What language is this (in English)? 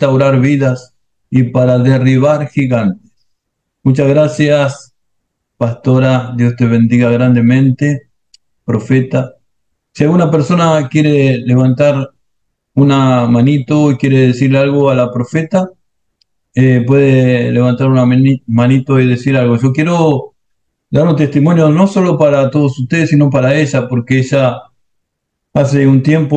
Spanish